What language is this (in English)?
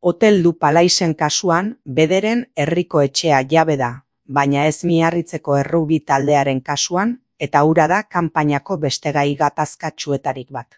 Basque